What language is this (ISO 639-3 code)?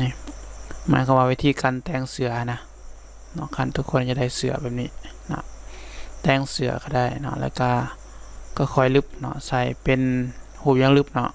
lao